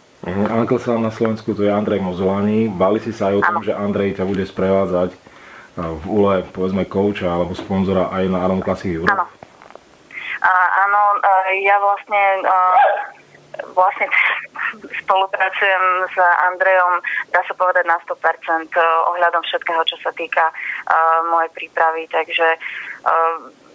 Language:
Slovak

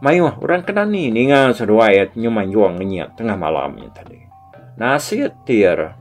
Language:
Iban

